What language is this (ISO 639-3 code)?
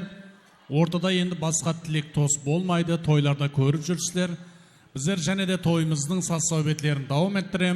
kaa